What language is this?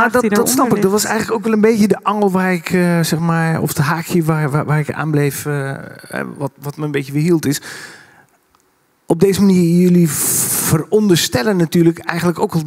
Dutch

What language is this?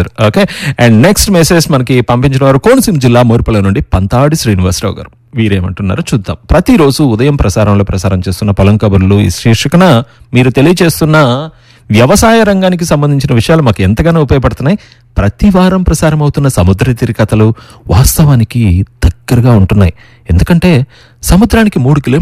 Telugu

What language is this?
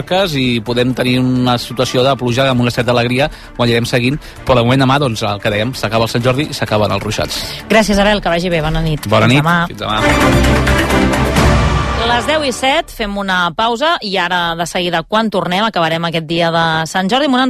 Catalan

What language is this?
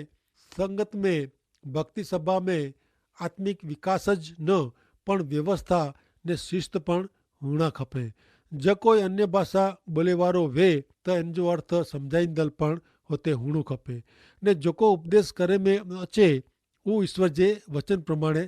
Kachhi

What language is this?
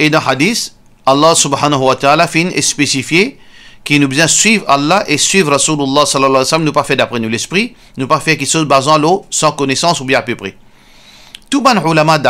Morisyen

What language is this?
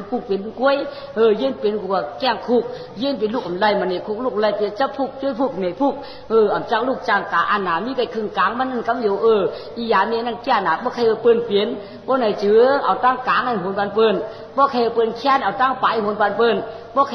Shan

